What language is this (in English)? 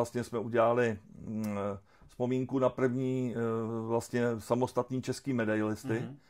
Czech